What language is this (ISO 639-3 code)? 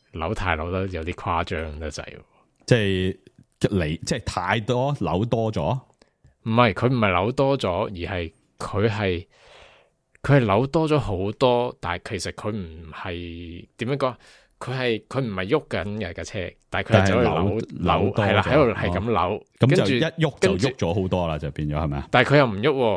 yue